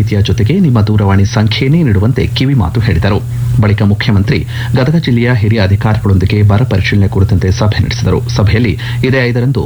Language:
Kannada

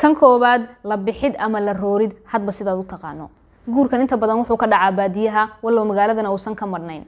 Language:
Somali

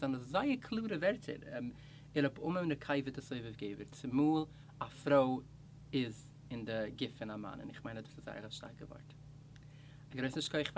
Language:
Yiddish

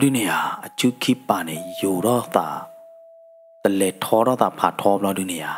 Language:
S'gaw Karen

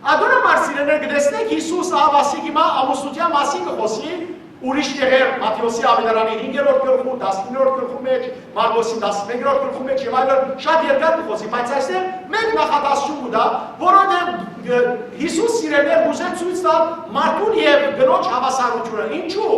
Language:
Western Armenian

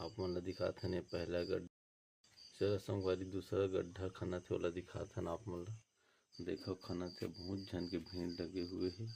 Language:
Chhattisgarhi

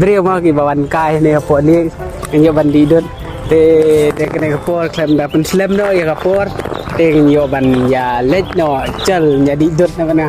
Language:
Khasi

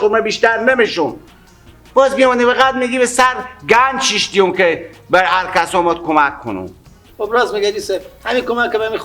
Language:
Persian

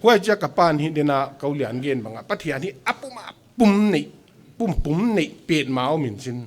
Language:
Paite Chin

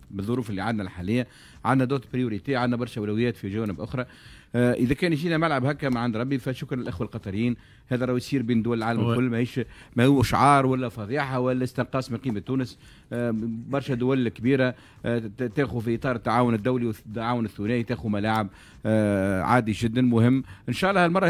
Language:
Tunisian Arabic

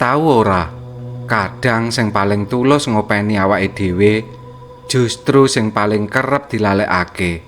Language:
Javanese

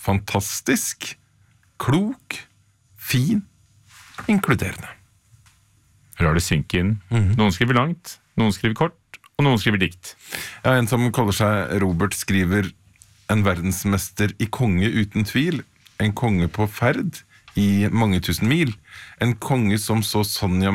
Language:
Norwegian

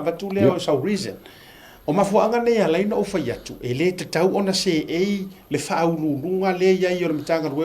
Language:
Samoan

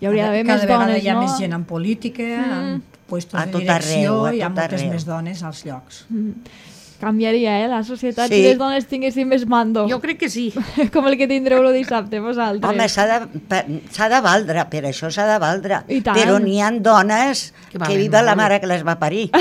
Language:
Catalan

